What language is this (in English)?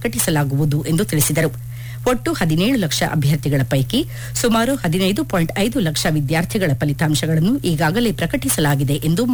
Kannada